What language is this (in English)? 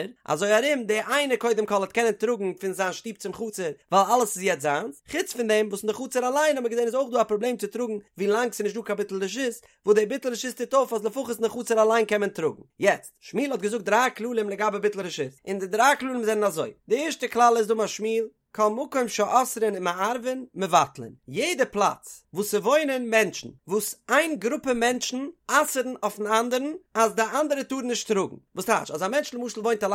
Yiddish